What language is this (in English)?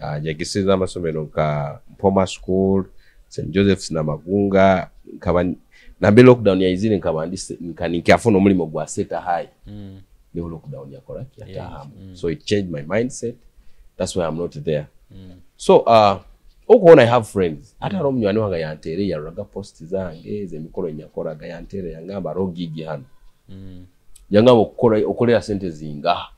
Tooro